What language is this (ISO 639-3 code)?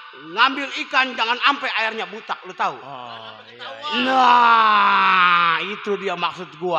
bew